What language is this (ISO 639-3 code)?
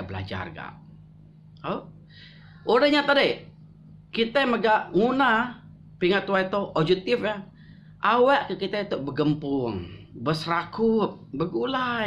iba